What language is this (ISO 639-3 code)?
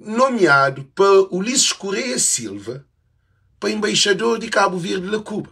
kea